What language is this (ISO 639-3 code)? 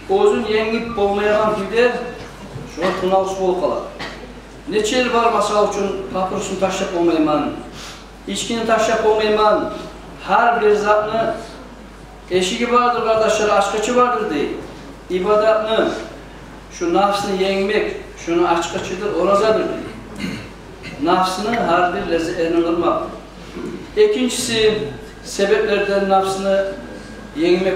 kum